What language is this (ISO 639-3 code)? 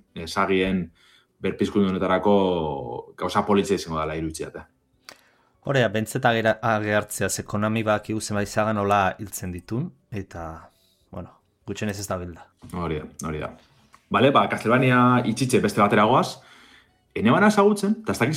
eus